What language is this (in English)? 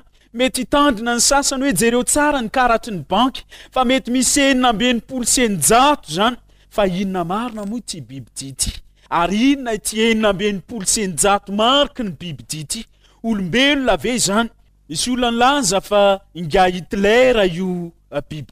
Malagasy